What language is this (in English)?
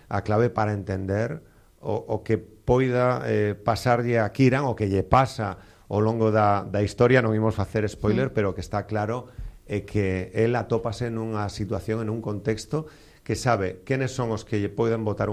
Galician